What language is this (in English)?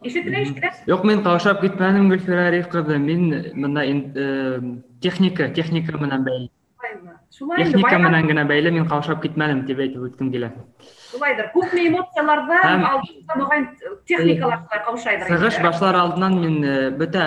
Bashkir